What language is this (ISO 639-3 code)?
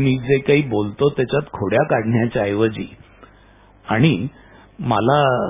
mar